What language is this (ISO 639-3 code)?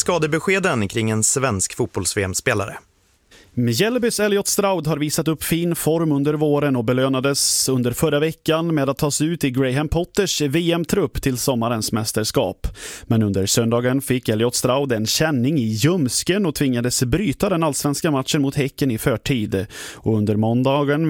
swe